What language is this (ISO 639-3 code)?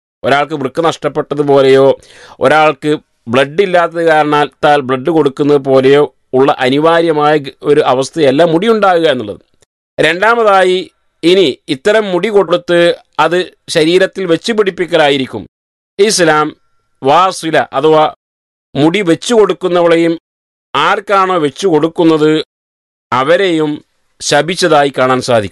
mal